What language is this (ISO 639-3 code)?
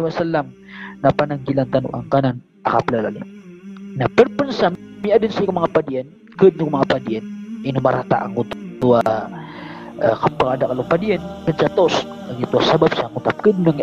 mrw